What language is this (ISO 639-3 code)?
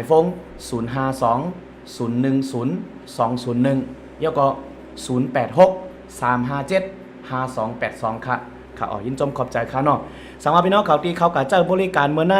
shn